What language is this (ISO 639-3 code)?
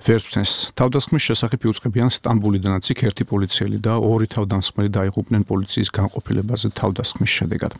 kat